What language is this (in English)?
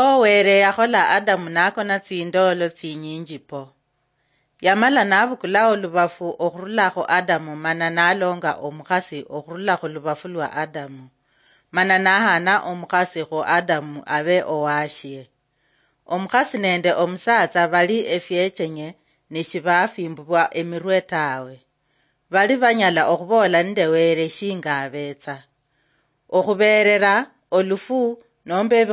Luyia